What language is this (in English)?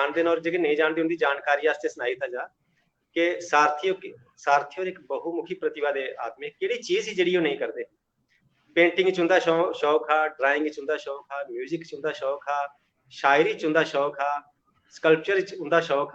Dogri